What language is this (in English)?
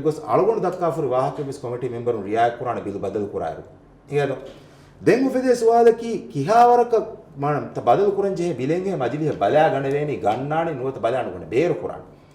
Divehi